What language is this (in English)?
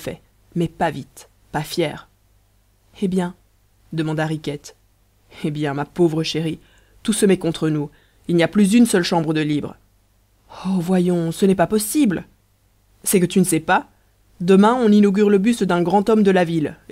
French